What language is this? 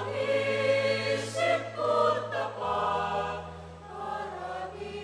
Pampanga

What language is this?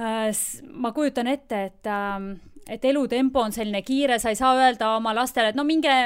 Estonian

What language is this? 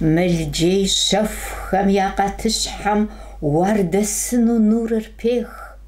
Kabardian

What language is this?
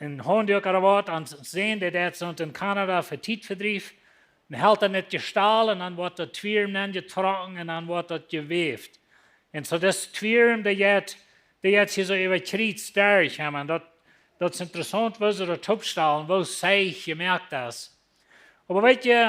Plautdietsch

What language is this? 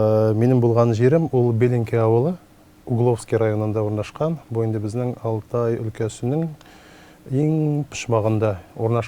Tatar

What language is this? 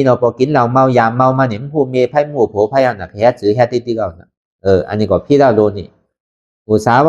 Shan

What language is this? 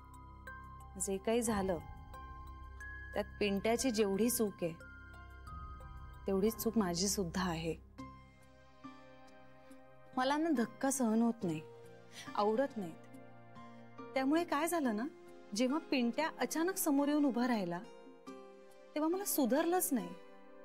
Marathi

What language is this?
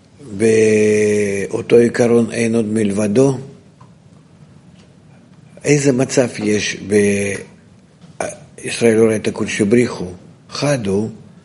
Hebrew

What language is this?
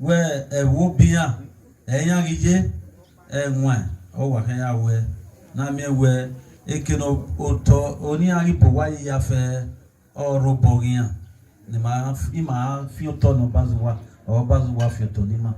Bini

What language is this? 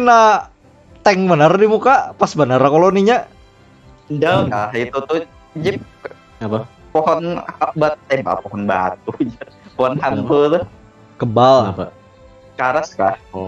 Banjar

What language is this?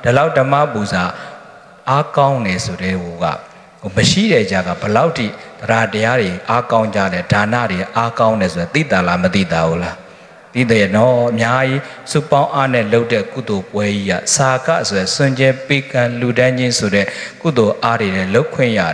Burmese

